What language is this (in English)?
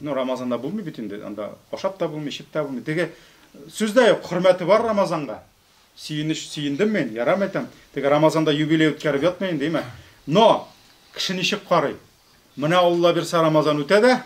Tatar